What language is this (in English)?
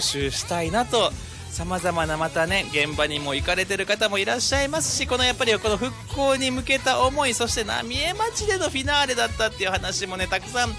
Japanese